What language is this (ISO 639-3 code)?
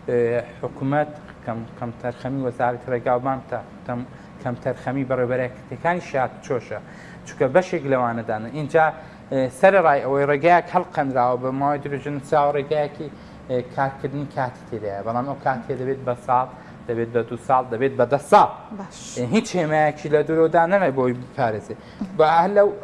ckb